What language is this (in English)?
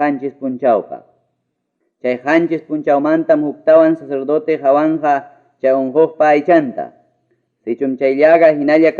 Ayacucho Quechua